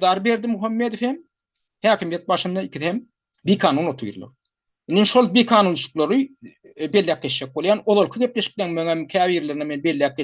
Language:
Turkmen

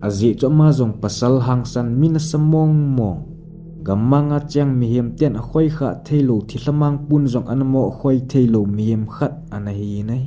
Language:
Thado Chin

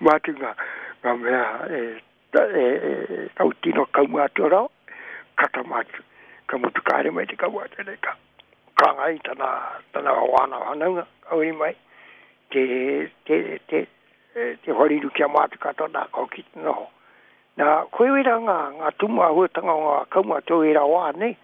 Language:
Māori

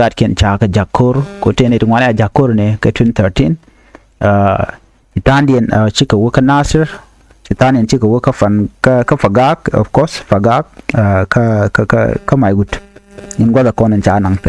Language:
Nuer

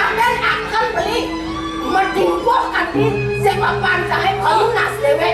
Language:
Balinese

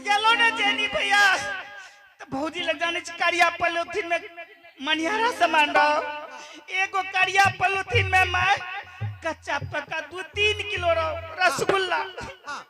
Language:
Angika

